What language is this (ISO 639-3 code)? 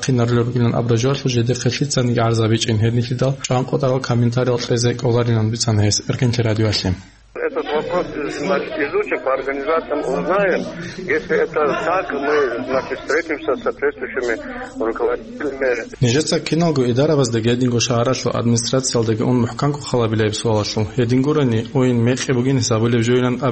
ava